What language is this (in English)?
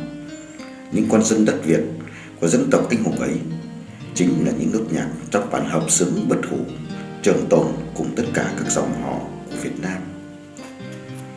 Vietnamese